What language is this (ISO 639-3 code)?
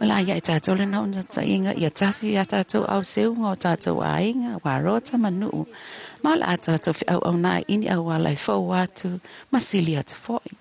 smo